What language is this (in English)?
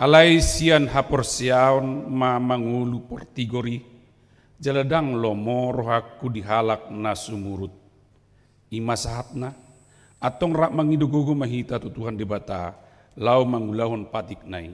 Batak Toba